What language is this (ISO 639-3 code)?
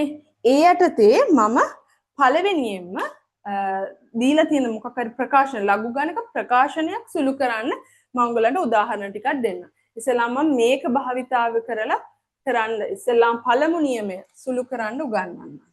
sin